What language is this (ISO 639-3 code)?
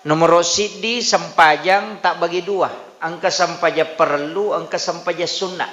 bug